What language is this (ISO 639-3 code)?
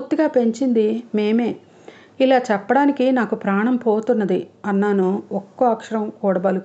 tel